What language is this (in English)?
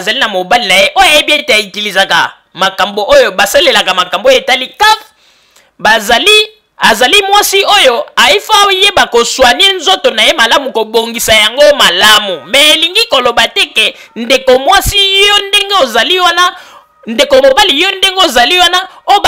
Lingala